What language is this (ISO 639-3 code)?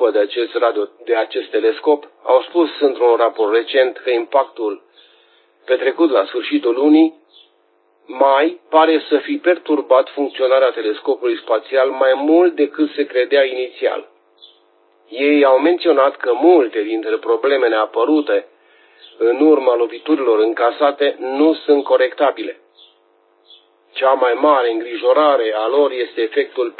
ron